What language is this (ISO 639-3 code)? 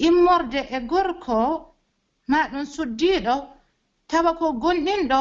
fuf